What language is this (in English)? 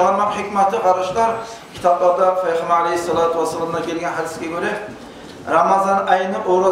Kumyk